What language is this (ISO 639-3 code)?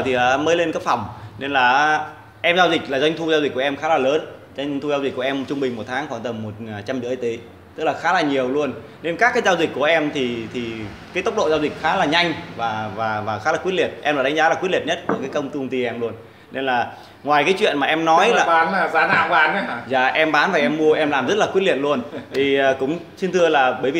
vie